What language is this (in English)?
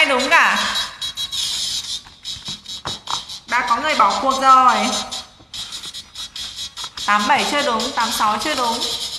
Vietnamese